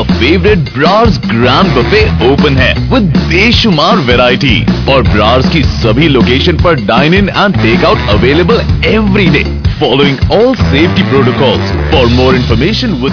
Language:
Punjabi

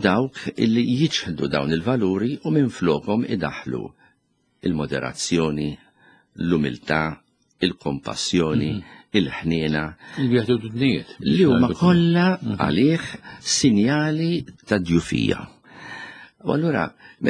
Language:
Maltese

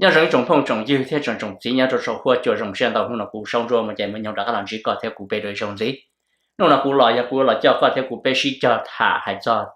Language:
Hmong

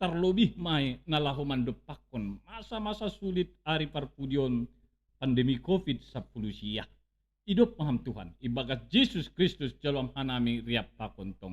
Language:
Batak Simalungun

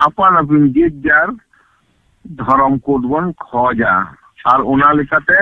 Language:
Santali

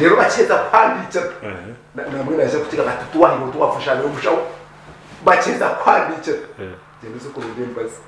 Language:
Nyankole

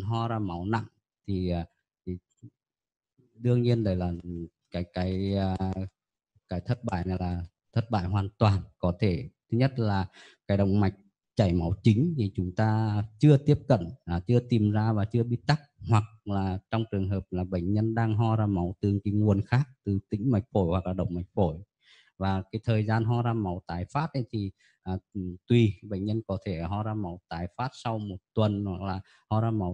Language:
Vietnamese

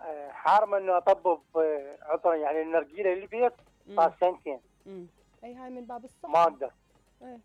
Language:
Mesopotamian Arabic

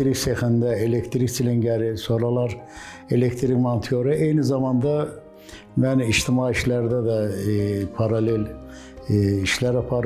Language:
Azerbaijani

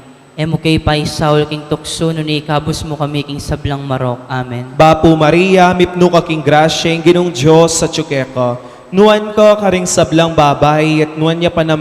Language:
Pampanga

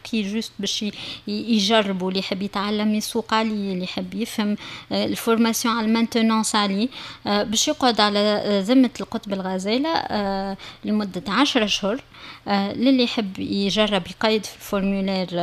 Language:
Tunisian Arabic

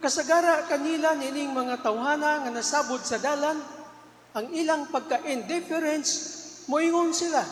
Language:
Cebuano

